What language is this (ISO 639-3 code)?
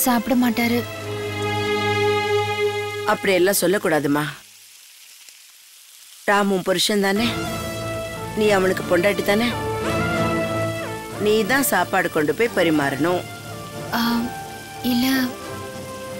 tam